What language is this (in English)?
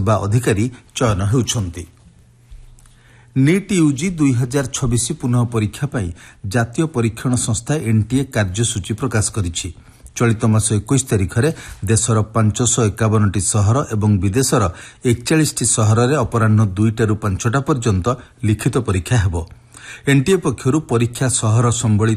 Odia